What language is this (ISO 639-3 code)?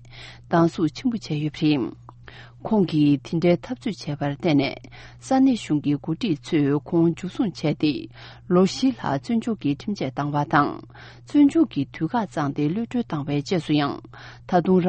bod